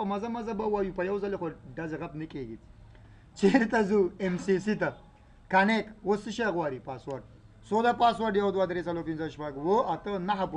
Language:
Pashto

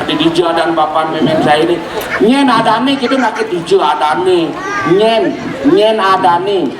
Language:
Balinese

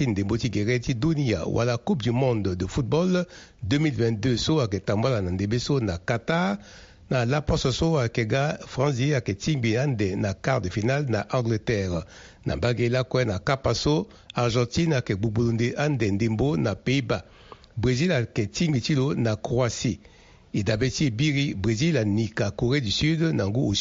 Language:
Sango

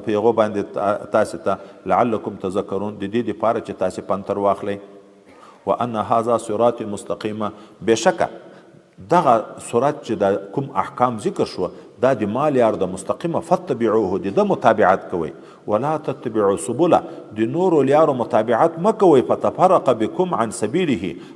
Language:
Pashto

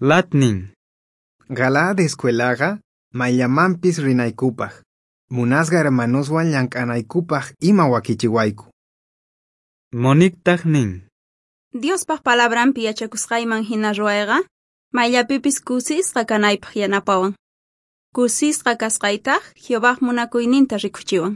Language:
South Bolivian Quechua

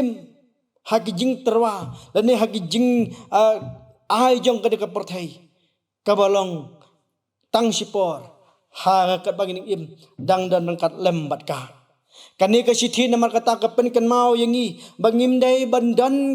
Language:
Khasi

